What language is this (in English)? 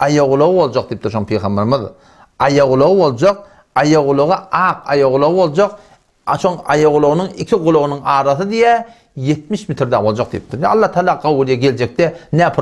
Turkmen